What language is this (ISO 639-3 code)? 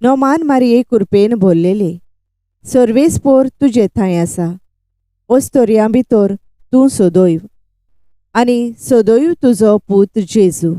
kok